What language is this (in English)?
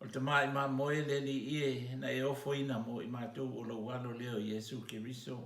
Samoan